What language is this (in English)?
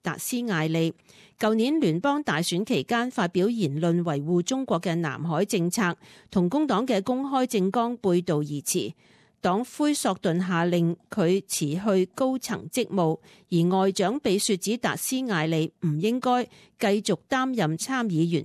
Cantonese